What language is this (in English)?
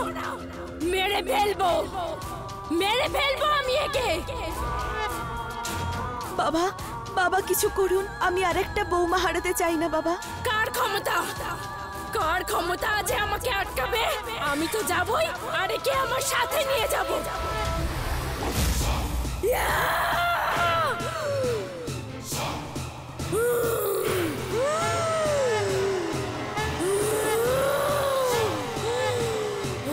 Bangla